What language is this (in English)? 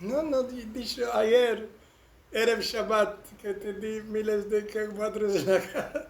Ladino